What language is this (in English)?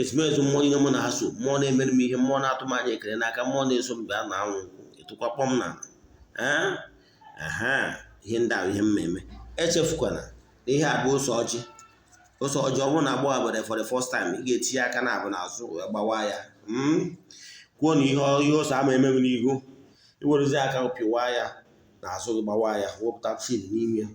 Igbo